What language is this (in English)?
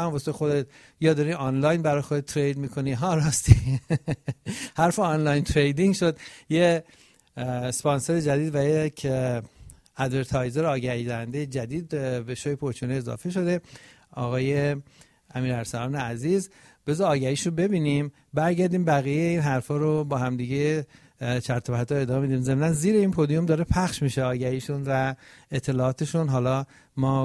Persian